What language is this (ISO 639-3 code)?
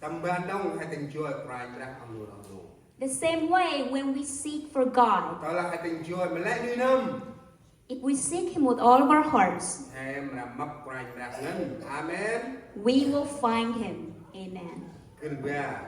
cmo